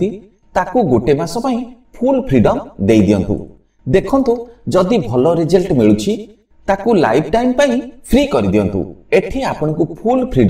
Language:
Odia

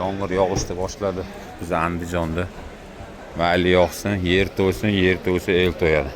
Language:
Uzbek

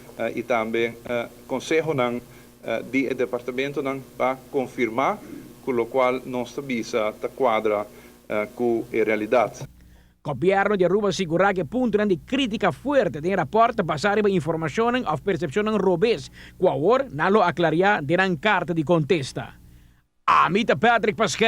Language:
Papiamento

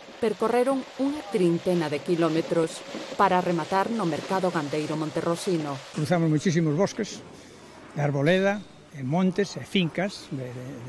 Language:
Galician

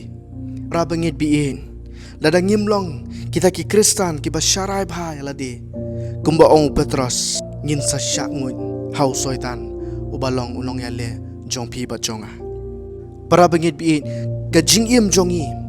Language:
Khasi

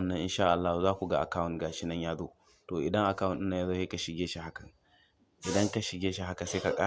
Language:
Hausa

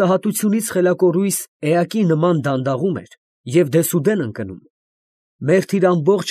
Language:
Armenian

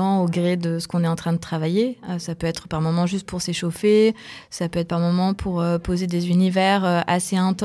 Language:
French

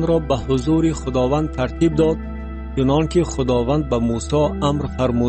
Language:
Tajik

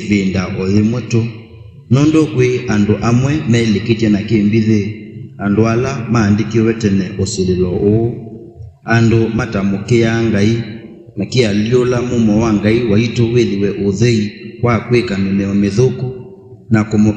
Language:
Kamba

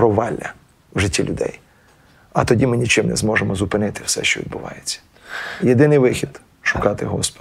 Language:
Ukrainian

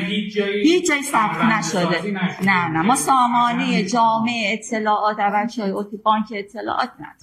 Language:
Persian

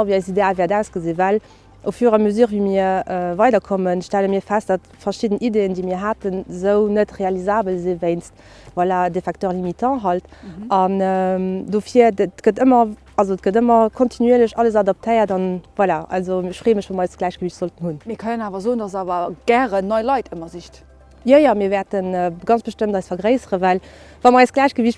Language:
Luxembourgish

